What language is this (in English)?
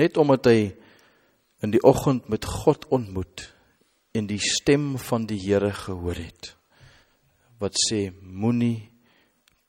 Afrikaans